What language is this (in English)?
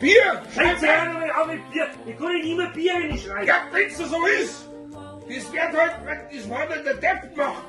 Bavarian